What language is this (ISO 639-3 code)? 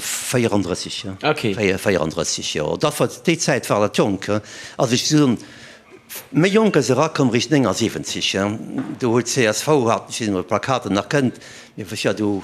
ltz